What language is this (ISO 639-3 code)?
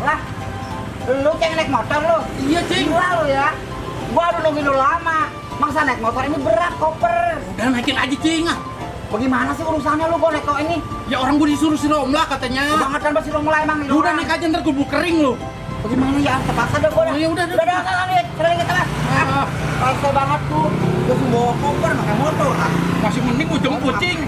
bew